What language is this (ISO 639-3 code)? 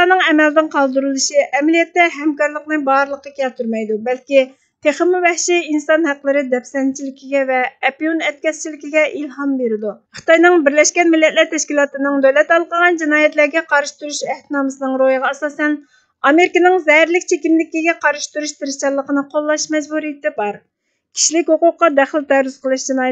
uig